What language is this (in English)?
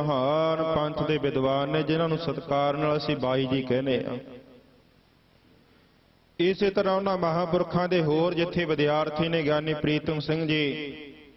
Punjabi